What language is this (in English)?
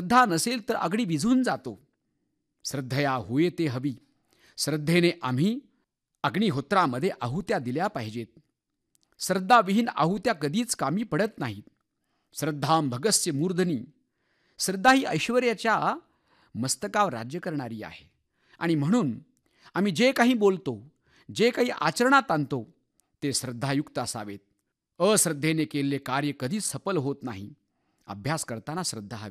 Marathi